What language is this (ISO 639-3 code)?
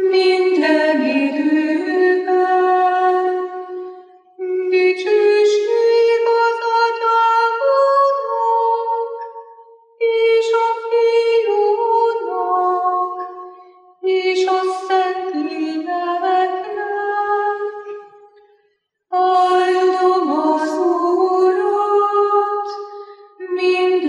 hun